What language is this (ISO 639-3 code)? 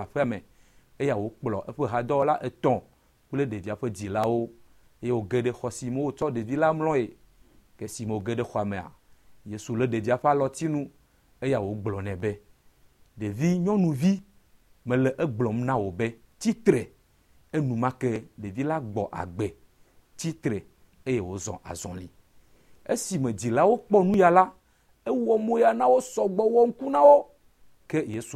ewe